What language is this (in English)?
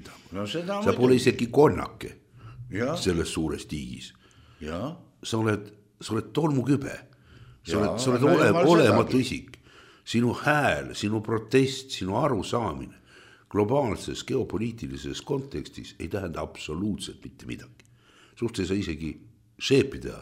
Estonian